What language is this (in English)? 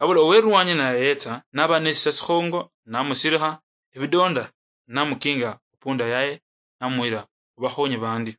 Luyia